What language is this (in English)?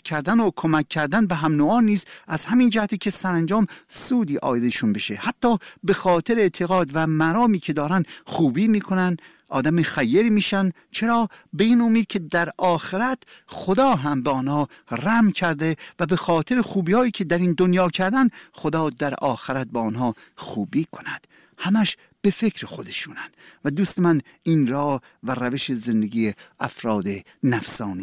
Persian